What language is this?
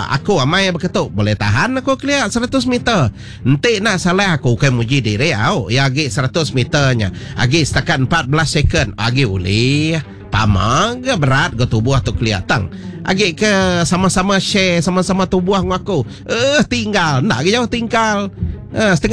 Iban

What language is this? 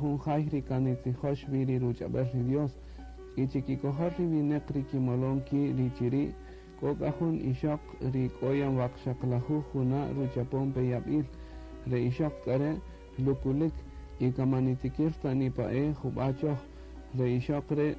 Kaqchikel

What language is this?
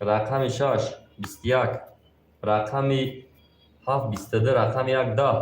Tajik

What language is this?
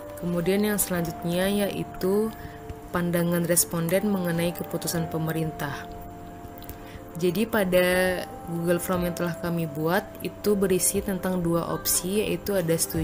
Indonesian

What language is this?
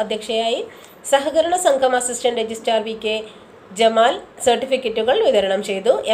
Malayalam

